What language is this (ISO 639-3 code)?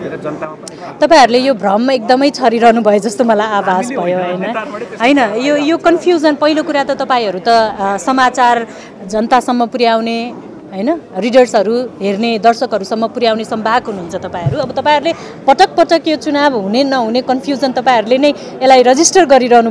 nep